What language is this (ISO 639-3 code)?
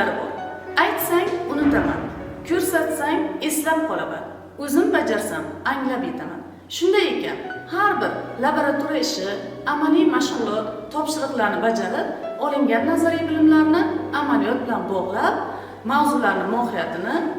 uzb